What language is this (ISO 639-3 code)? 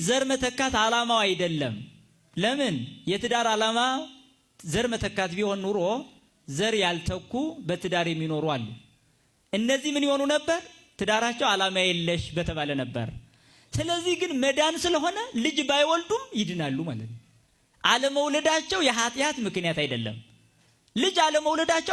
amh